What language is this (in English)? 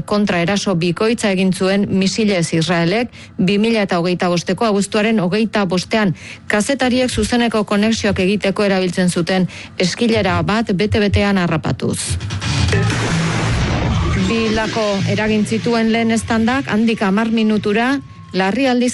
Basque